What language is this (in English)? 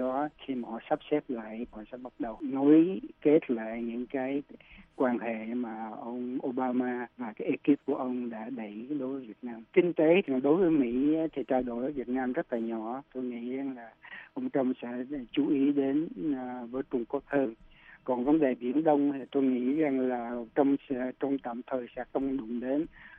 Vietnamese